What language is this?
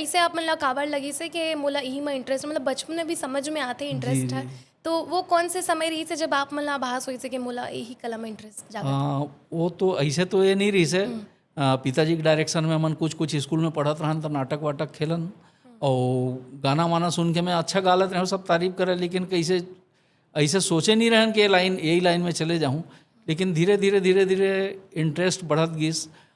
Chhattisgarhi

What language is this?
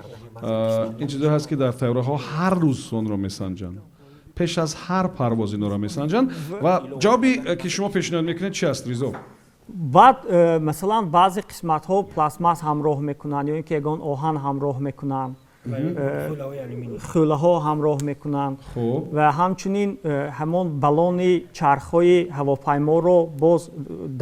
Tajik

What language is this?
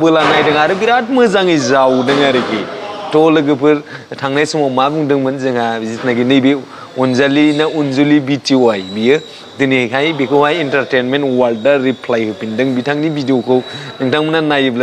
Bodo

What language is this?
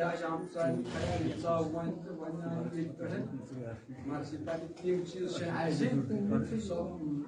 Kashmiri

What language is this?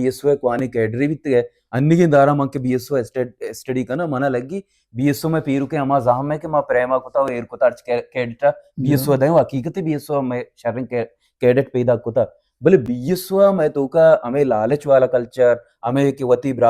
Baluchi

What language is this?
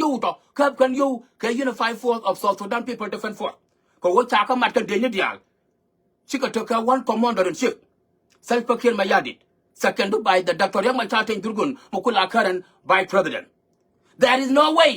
Nuer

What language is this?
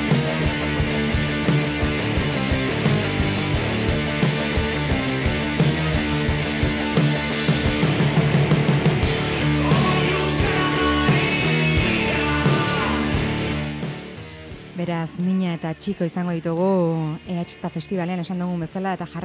Basque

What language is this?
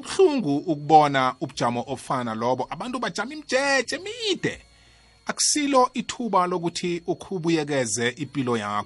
South Ndebele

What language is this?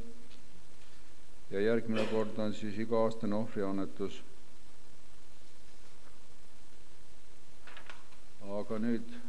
Estonian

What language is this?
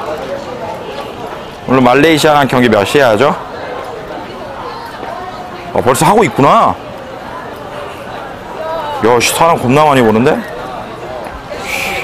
Korean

